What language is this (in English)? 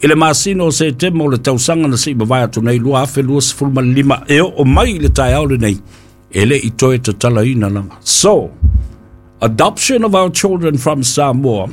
Samoan